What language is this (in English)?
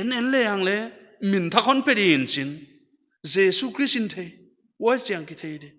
Paite Chin